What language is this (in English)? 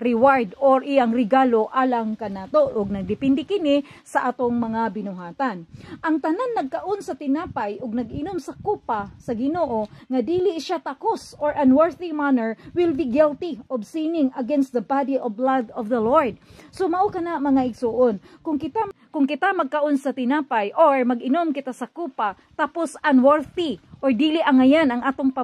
Cebuano